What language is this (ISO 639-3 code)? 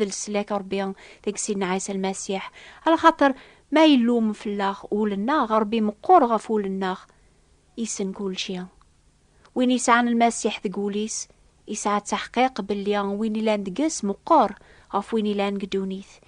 kab